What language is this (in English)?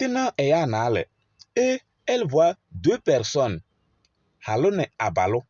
Kabiyè